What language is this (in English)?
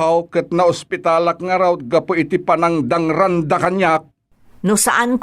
Iloko